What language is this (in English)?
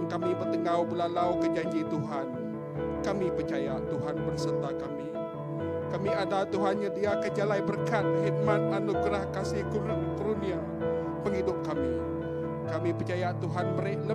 Iban